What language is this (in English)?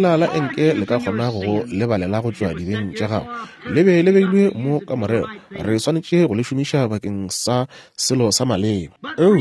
Northern Sotho